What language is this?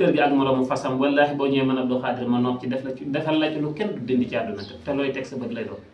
Wolof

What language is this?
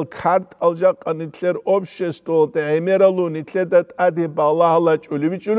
Avaric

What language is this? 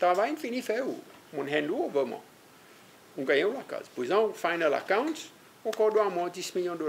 Seselwa Creole French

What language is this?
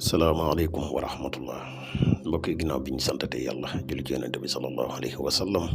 Wolof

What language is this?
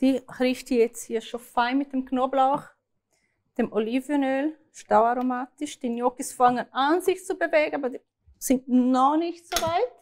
Swiss German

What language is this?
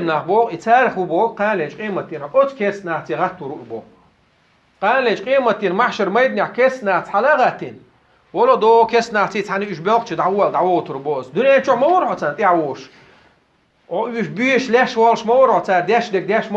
Chechen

